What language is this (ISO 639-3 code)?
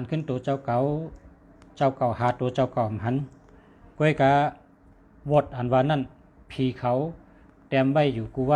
shn